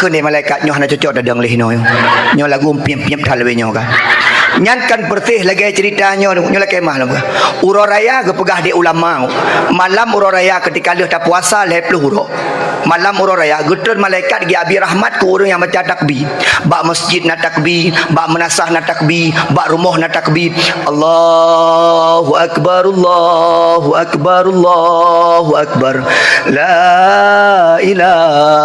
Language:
Achinese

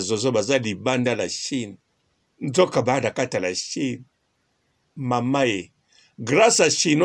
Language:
Lingala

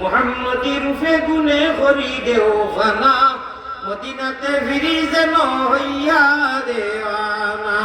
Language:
Sylheti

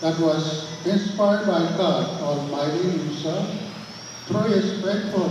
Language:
Pohnpeian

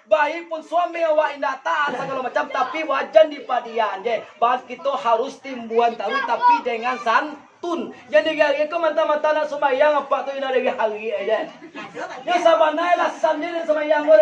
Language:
Minangkabau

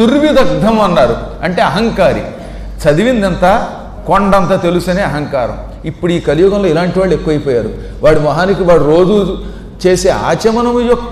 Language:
Telugu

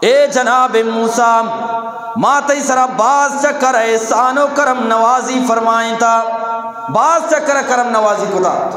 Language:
Eastern Balochi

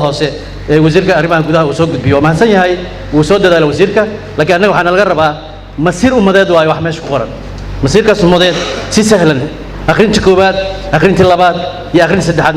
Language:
Somali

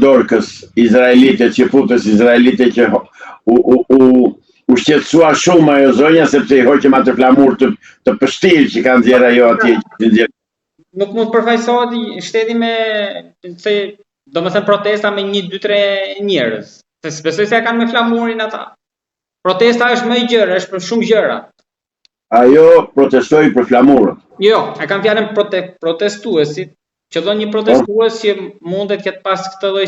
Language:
Albanian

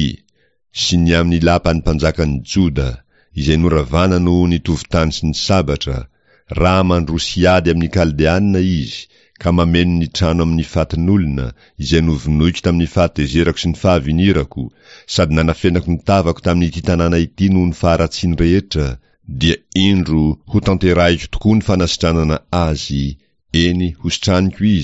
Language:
Malagasy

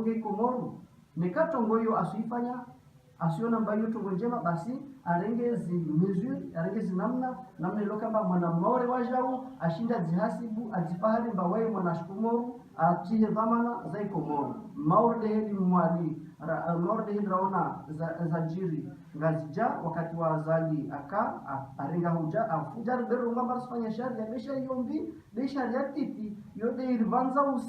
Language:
Ngazidja Comorian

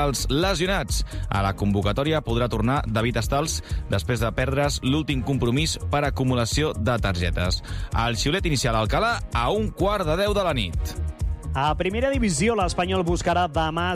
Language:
Catalan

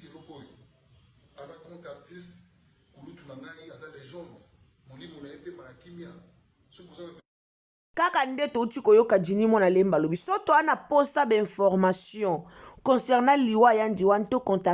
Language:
Lingala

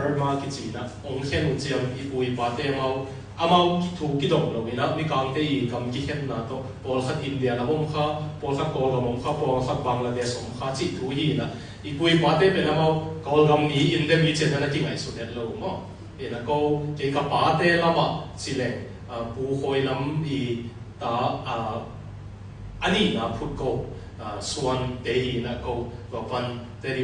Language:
Tedim Chin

